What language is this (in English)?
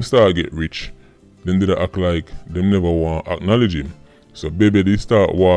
Jamaican Creole English